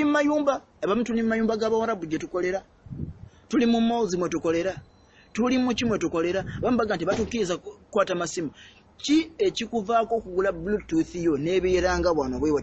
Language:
Ganda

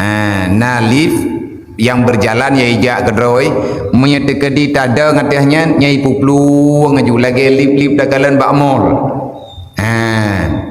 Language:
Achinese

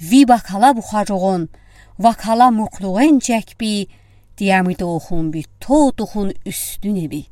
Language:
Udi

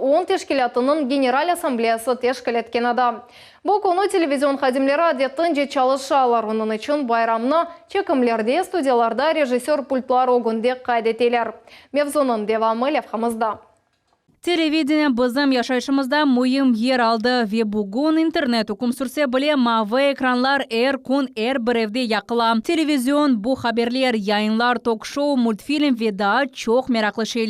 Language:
Crimean Tatar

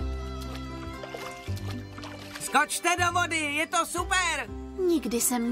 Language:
Czech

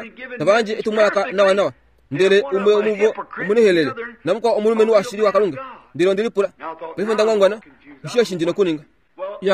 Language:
Kuanyama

